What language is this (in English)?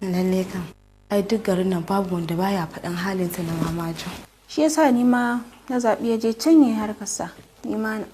Hausa